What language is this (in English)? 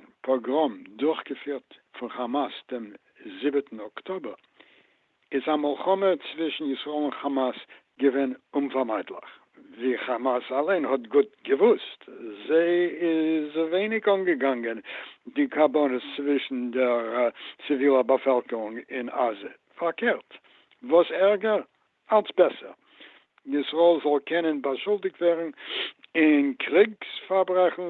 Yiddish